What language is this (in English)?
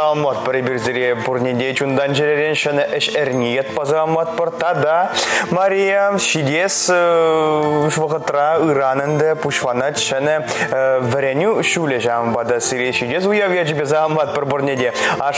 Chuvash